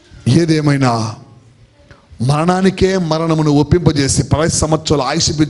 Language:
Telugu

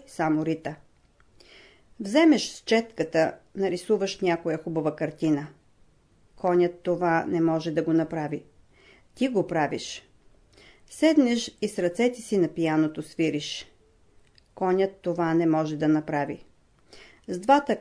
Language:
Bulgarian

